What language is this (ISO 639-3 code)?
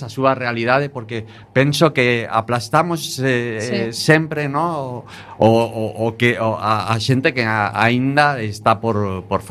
glg